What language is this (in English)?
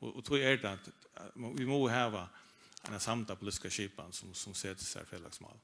Faroese